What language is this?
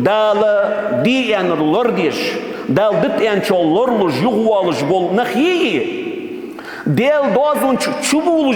Ingush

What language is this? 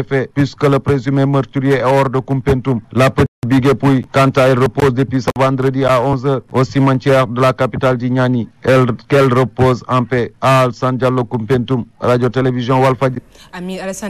French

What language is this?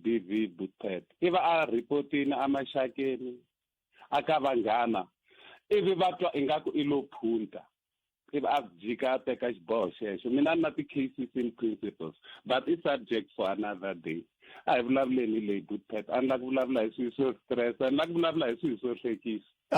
Tsonga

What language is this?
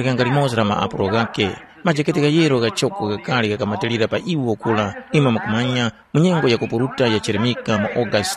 Tumbuka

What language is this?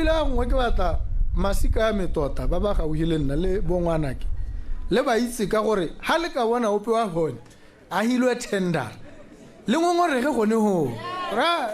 Tswana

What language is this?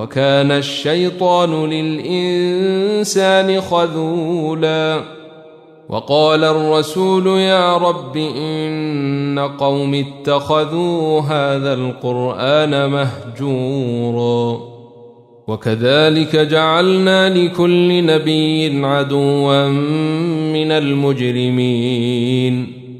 Arabic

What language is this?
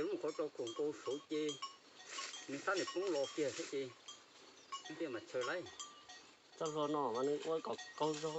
Hmong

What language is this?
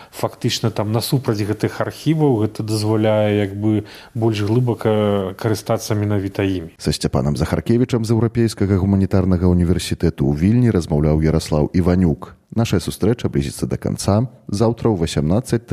Belarusian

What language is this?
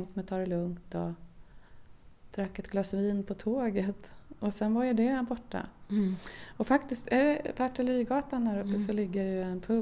Swedish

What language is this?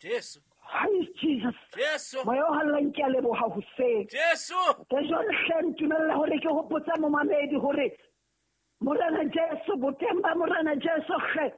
Southern Sotho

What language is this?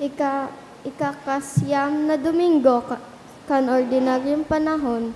Bikol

